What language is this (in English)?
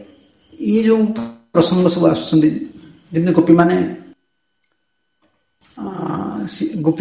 Odia